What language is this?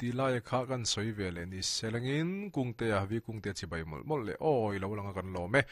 Mizo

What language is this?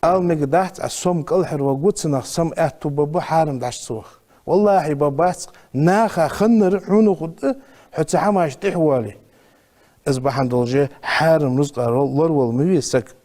Ingush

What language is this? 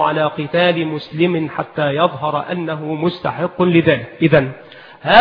Arabic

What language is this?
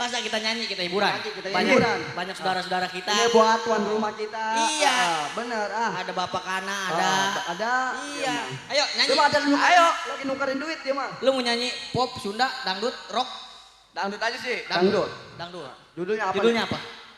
Betawi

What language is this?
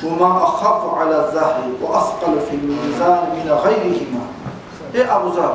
Kumyk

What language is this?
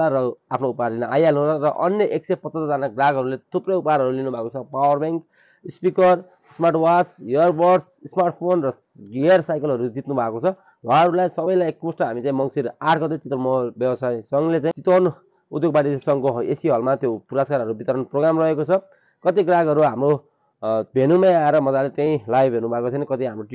Nepali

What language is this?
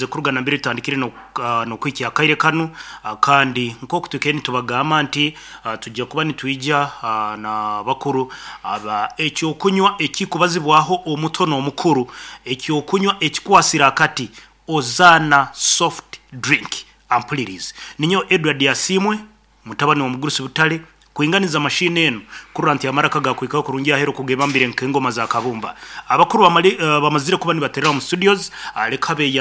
Nyankole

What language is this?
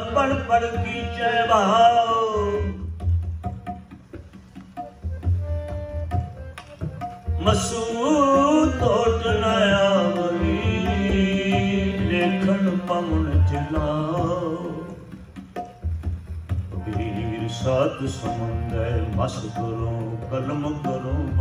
Punjabi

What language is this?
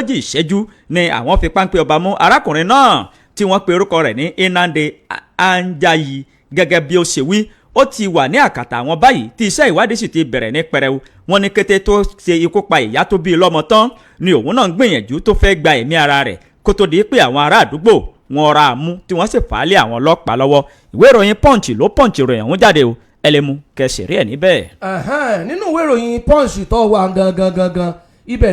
Yoruba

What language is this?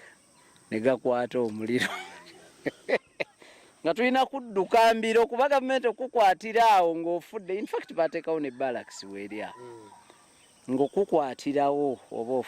Ganda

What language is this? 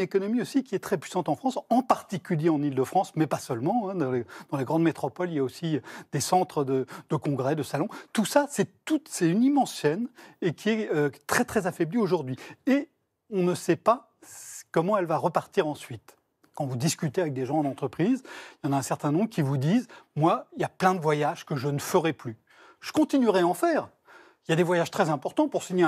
French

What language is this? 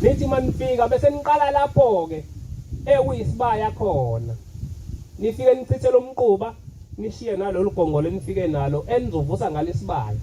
Zulu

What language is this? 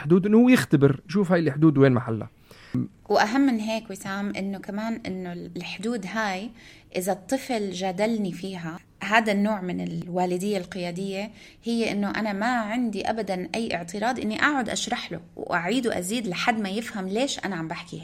North Levantine Arabic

